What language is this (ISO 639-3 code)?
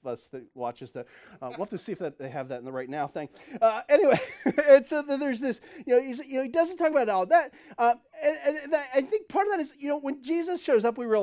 eng